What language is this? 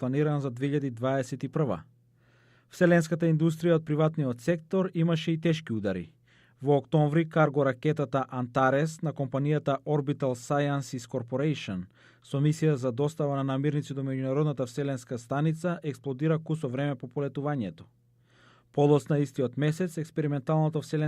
Macedonian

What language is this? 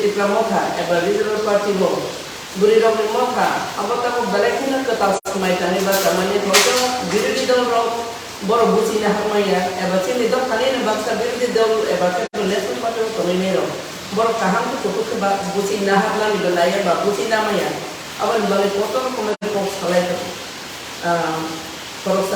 Kok Borok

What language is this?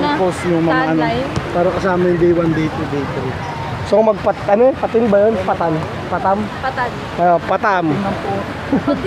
Filipino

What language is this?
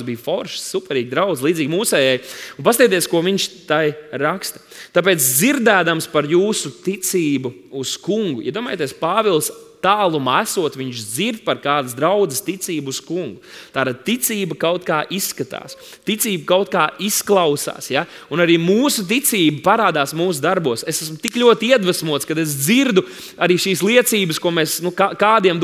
Latvian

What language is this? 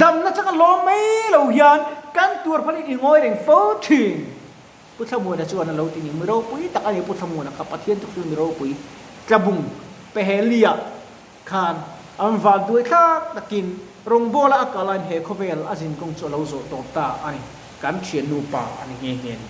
Mizo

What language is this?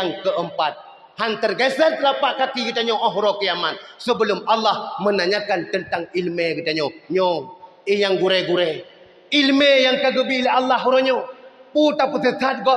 Achinese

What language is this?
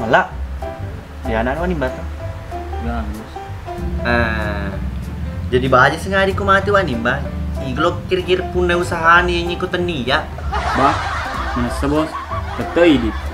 Buginese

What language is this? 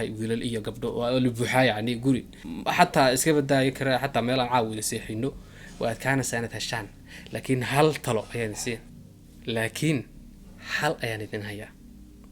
Somali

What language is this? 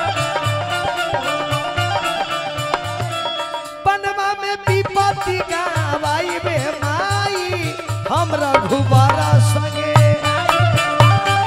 Bhojpuri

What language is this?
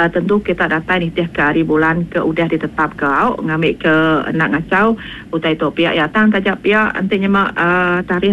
Iban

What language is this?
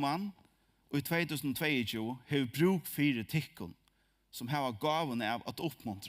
Faroese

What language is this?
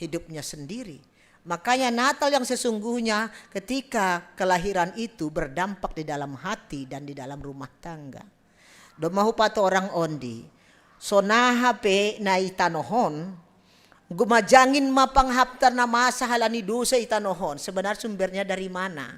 Batak Simalungun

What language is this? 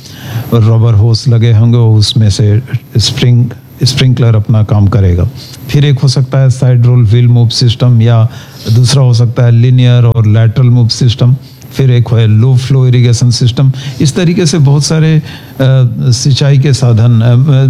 Hindi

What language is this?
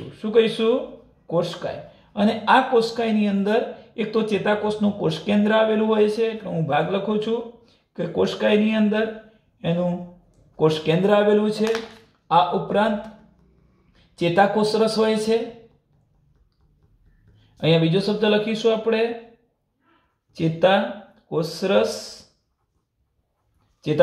Gujarati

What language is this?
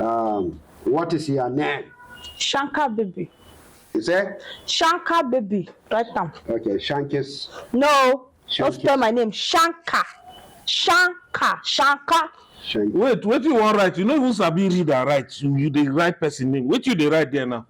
Nigerian Pidgin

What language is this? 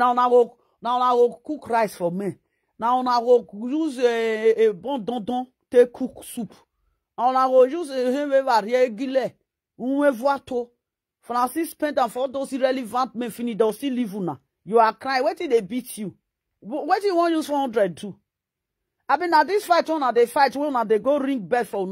Nigerian Pidgin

